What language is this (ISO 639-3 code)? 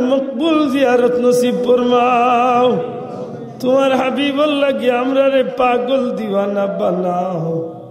syl